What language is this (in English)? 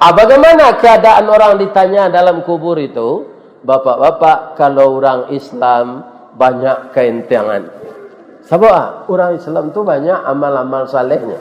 Minangkabau